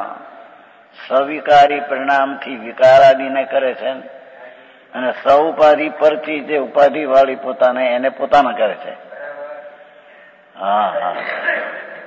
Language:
Gujarati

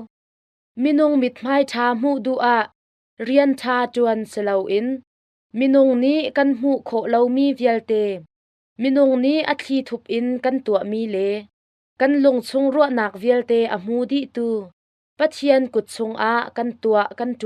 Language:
Hakha Chin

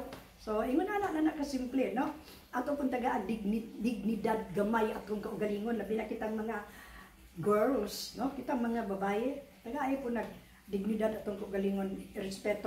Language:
Cebuano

